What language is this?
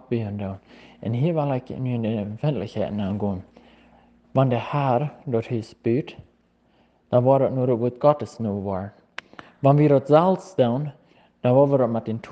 Plautdietsch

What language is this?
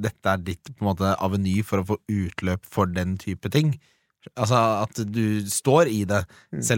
Norwegian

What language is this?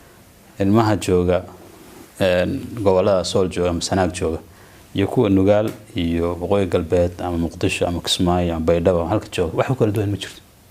Somali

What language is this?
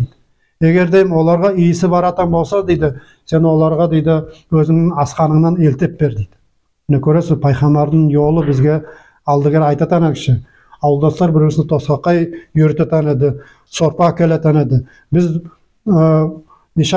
Nogai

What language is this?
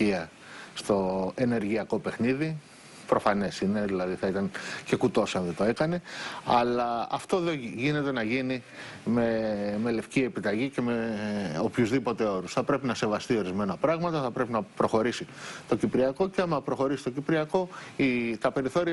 Greek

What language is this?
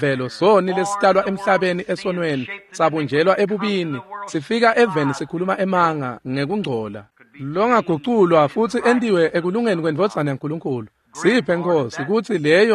Swati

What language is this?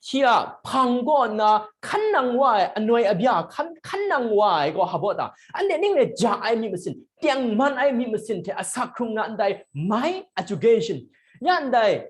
Kachin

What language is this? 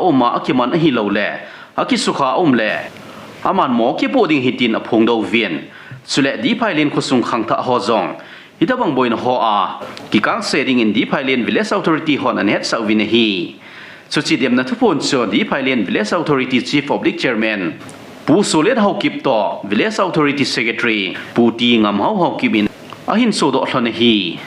Thado Chin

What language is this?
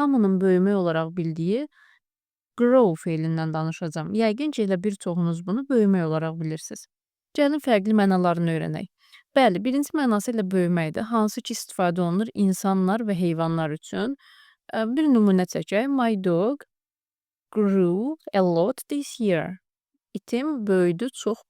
Azerbaijani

